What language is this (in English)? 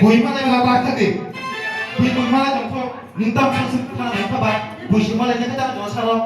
Kok Borok